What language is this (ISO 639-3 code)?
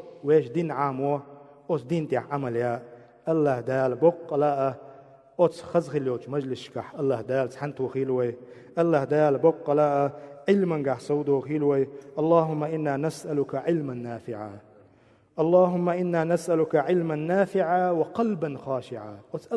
che